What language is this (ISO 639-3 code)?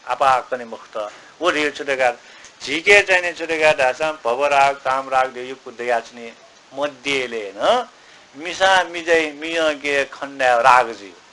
new